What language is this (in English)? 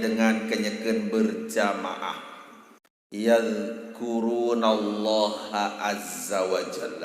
Sasak